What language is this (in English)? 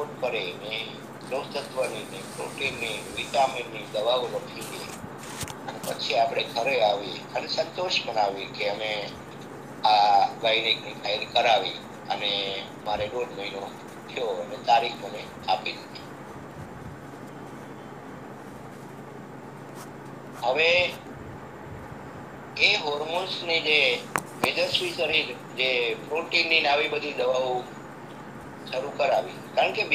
Gujarati